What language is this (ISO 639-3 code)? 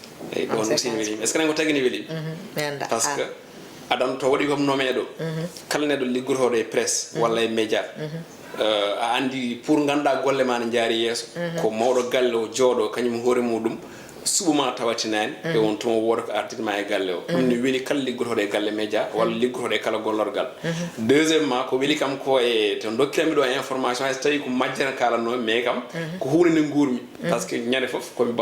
ful